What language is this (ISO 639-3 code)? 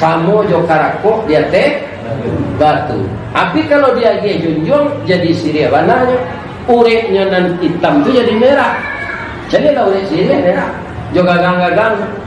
min